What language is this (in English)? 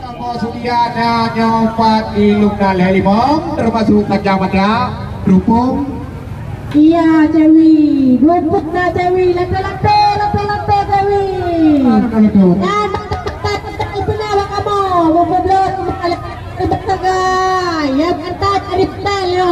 Achinese